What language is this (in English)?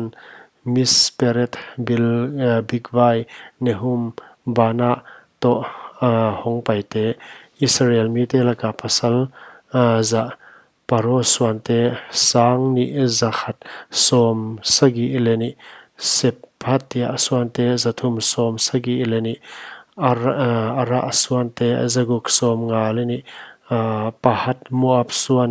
Paite Chin